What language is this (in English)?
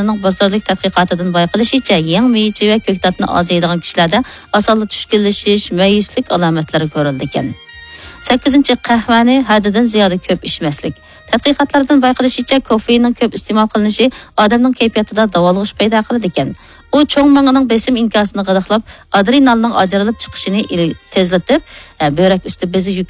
Uyghur